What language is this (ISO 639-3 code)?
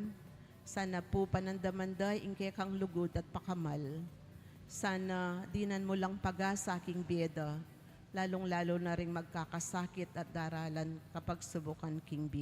pam